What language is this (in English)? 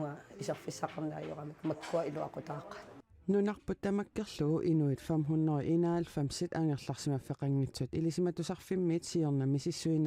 Kalaallisut